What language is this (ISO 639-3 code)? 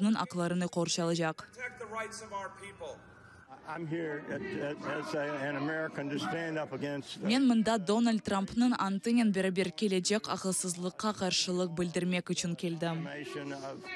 crh